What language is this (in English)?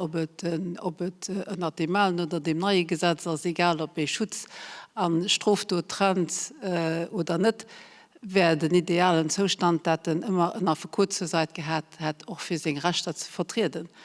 Luxembourgish